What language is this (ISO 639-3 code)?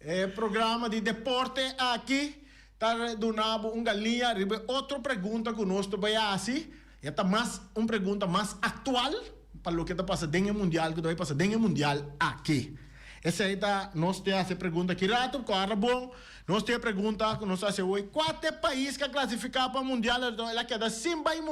pap